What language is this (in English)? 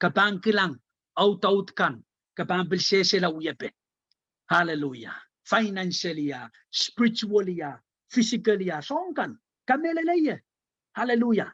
Pohnpeian